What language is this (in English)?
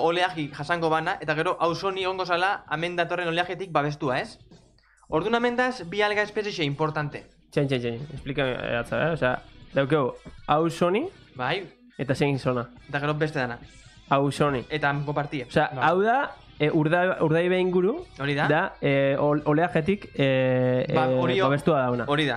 Basque